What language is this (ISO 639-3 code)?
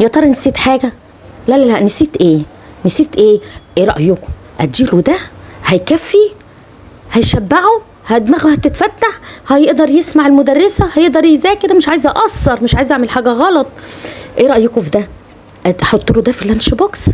arz